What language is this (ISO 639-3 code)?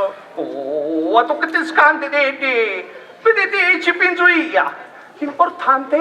scn